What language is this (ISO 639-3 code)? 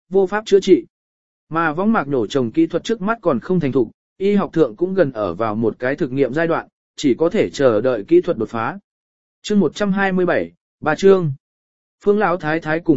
vie